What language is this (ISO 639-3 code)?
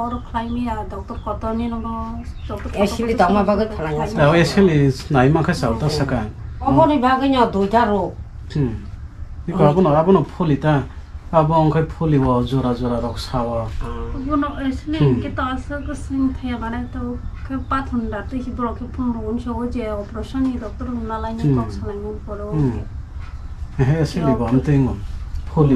trp